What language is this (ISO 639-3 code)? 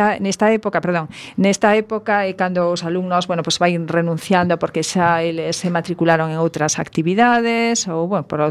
glg